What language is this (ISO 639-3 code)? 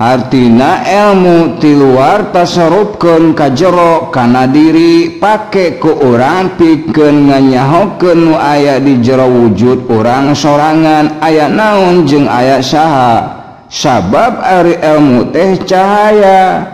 sun